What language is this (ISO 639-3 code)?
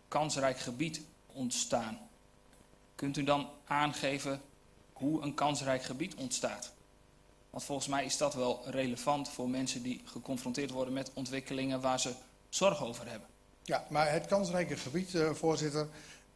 nld